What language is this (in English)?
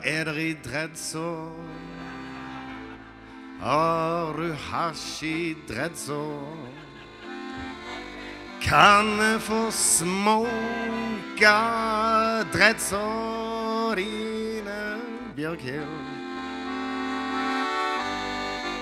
Norwegian